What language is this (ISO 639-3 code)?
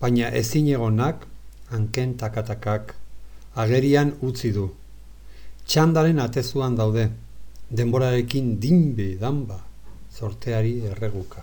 eus